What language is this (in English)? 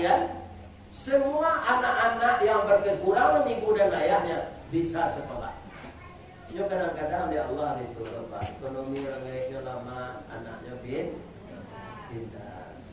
Minangkabau